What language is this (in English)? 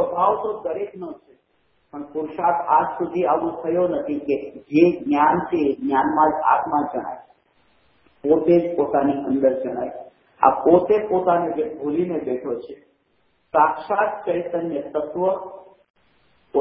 Gujarati